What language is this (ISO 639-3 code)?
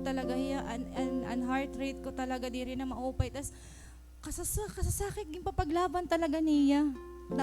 war